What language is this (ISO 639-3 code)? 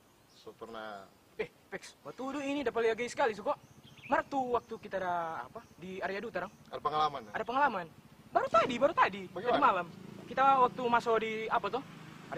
xmm